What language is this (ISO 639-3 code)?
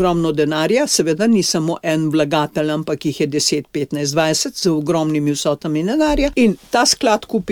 slv